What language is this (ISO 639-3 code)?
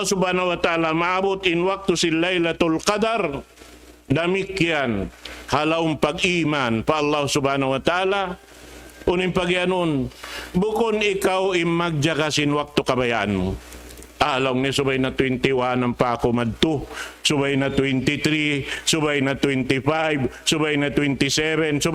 tsg